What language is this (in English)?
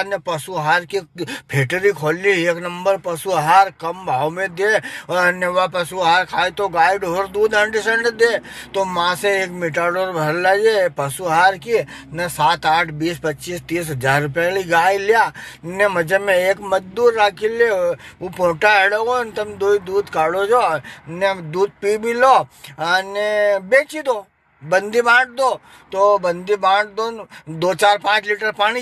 Rajasthani